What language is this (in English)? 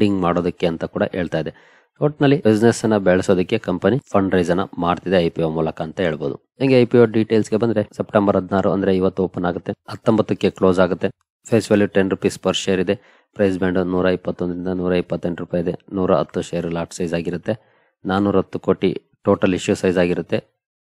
Kannada